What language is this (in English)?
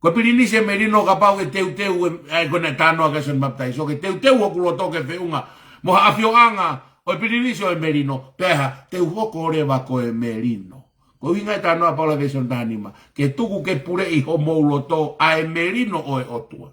Tongan